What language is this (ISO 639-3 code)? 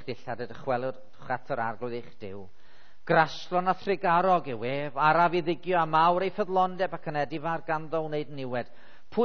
cym